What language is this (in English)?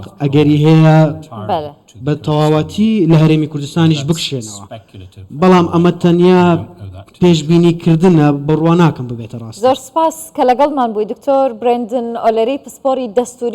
Central Kurdish